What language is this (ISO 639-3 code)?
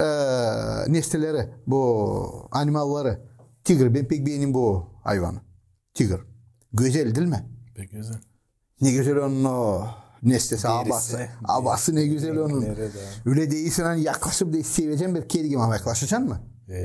gag